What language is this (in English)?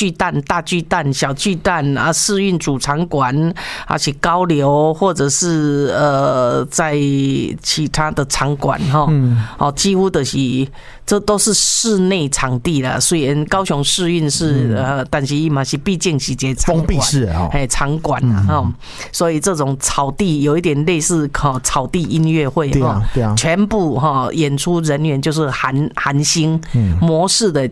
Min Nan Chinese